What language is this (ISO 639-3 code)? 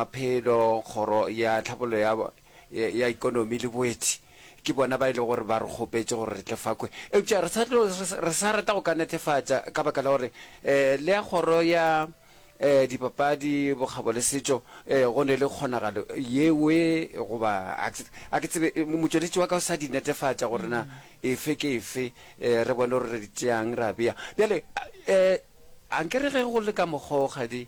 nso